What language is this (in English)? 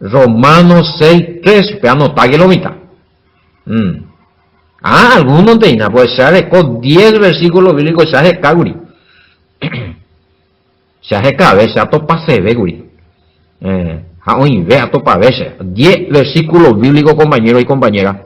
Guarani